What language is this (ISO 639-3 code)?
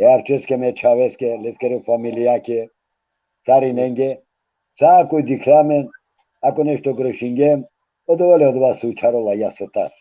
rmn